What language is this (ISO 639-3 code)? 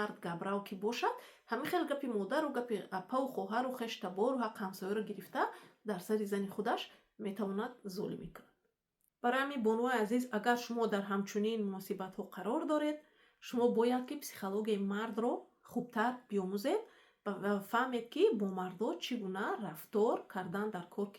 tgk